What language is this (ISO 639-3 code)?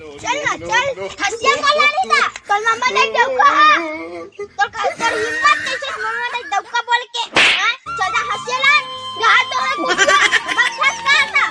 hne